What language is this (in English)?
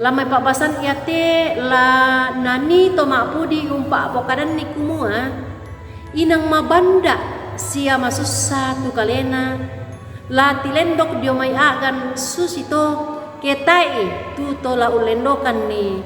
Toraja-Sa'dan